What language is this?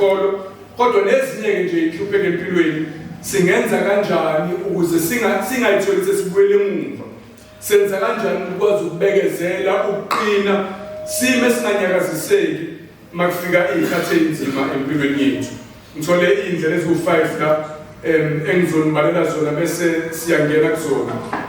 Zulu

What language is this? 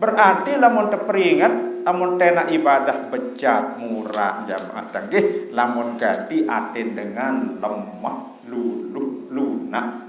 Sasak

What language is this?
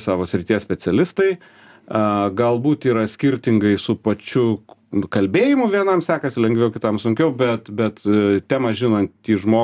Lithuanian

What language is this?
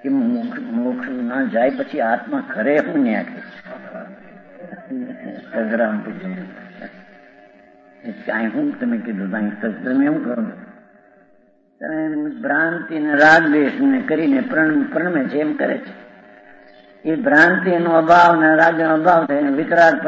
Gujarati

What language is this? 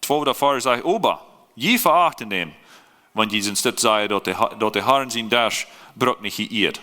Plautdietsch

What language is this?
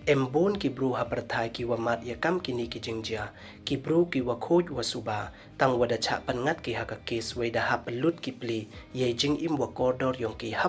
Pnar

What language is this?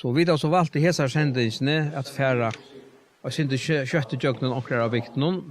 Faroese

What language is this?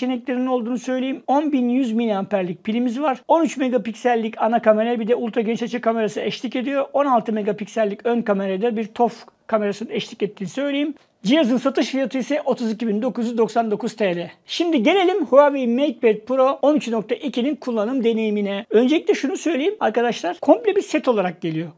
Turkish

